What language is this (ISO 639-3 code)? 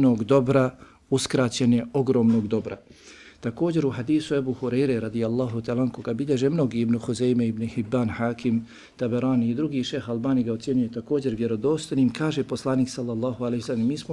bos